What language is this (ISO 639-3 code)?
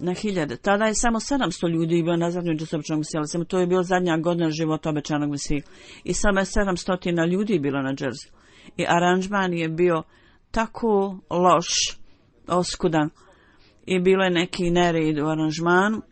bos